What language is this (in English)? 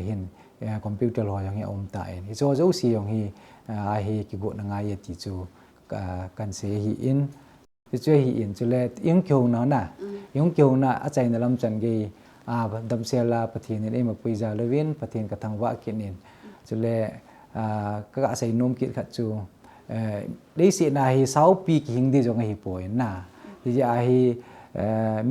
Thado Chin